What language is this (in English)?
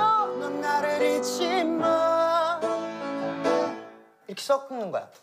Korean